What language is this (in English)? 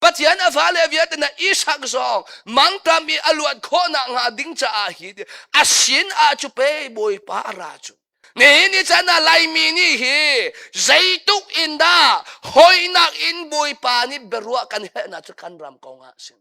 Hakha Chin